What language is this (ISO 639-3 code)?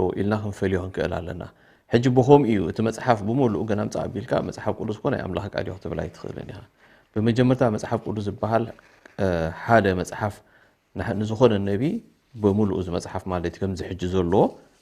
tir